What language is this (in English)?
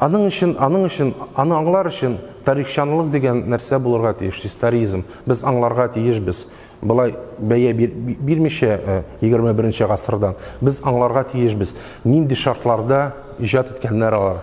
Tatar